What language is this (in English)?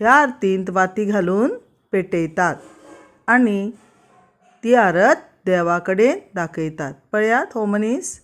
Konkani